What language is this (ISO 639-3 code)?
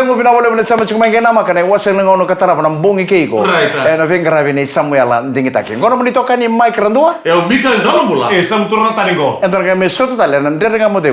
fij